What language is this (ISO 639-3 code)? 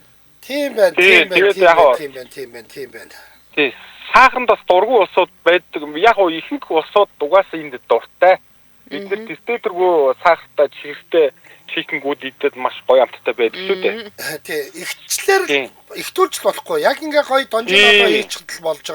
mon